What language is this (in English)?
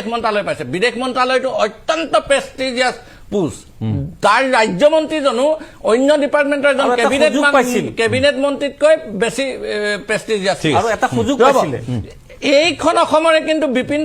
Assamese